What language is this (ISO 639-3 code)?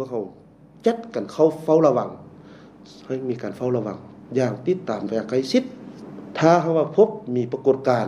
lao